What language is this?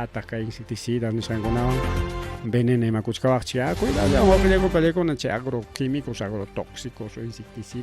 Ayacucho Quechua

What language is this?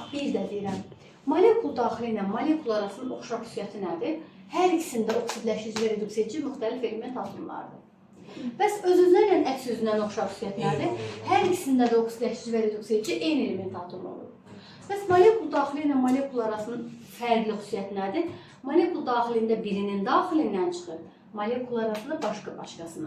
Azerbaijani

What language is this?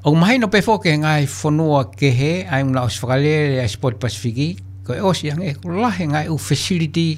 Tongan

